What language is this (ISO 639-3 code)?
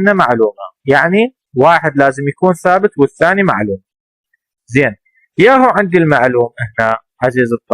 acm